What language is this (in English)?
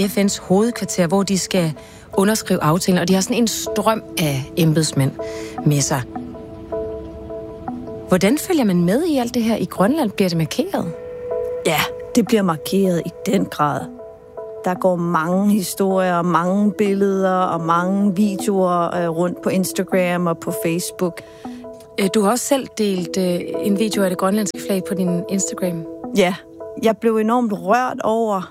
Danish